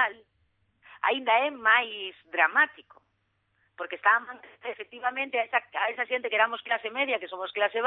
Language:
Galician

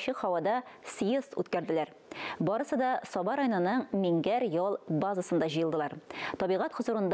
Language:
Tatar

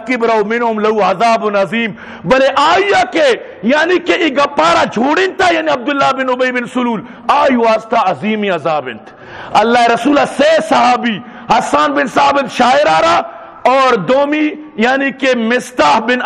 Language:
Eastern Balochi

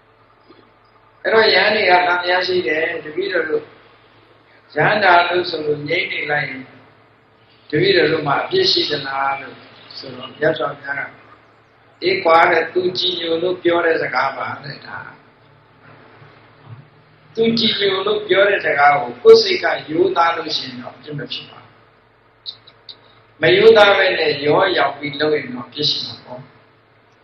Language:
Burmese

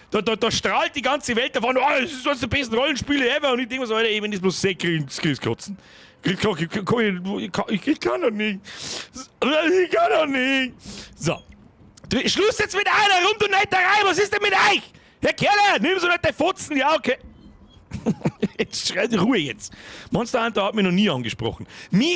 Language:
Bavarian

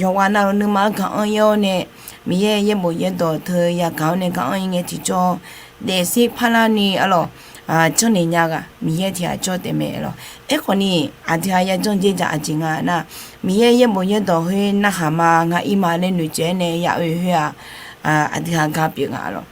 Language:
Akha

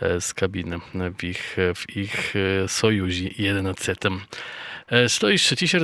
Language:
Polish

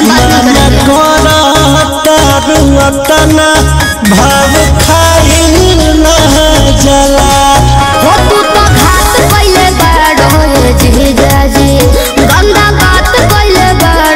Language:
Bhojpuri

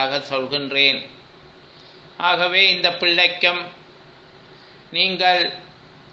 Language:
Tamil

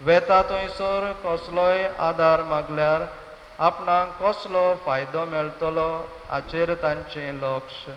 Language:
Konkani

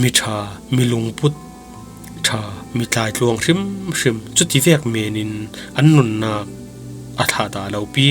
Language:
Falam Chin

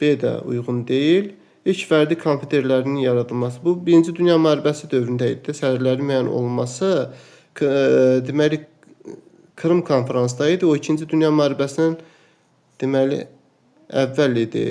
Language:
Azerbaijani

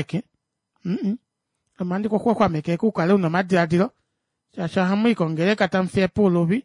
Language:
Kuanyama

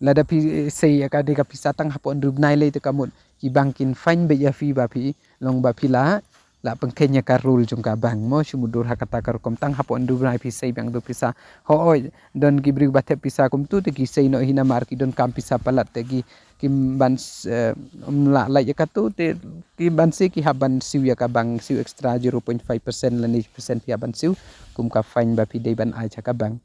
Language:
Khasi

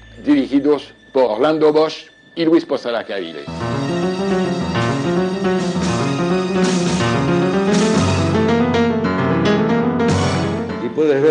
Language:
Spanish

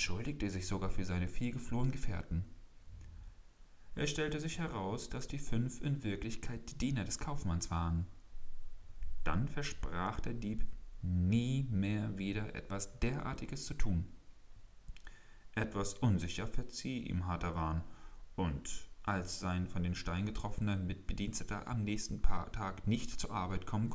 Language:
German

